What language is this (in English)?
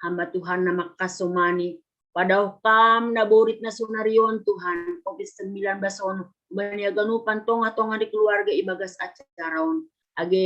Batak Simalungun